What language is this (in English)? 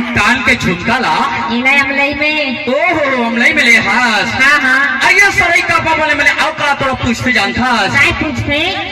Chhattisgarhi